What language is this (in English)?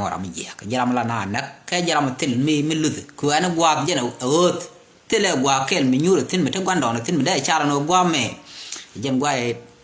Nuer